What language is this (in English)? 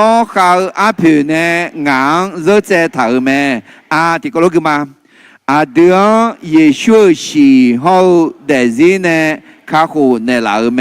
Akha